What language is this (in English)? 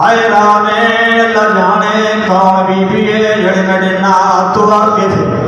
Saraiki